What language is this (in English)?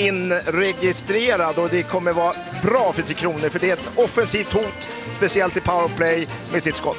Swedish